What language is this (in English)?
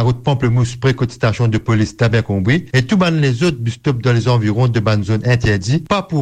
Morisyen